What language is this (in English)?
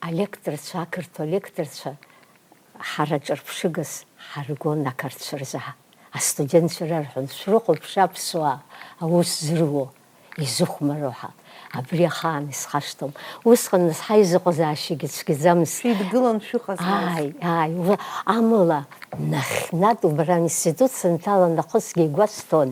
Abkhazian